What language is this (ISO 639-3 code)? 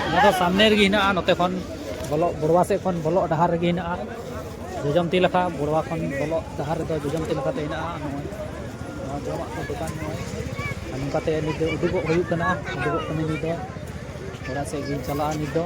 sat